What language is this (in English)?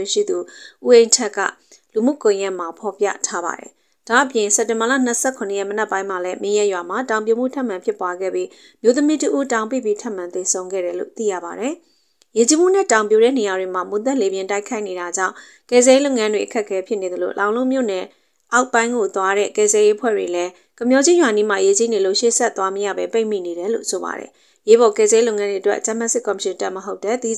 Burmese